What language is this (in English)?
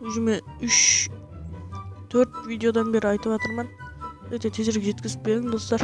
Kara-Kalpak